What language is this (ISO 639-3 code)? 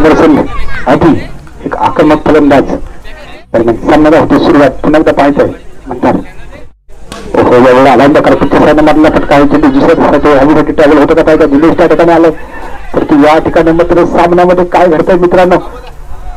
mar